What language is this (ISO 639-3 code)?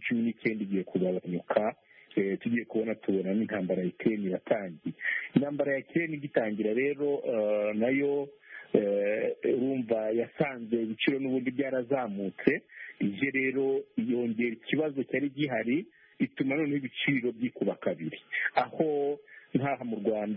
kin